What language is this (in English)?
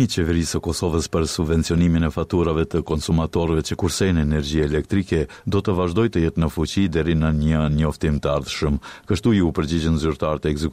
Albanian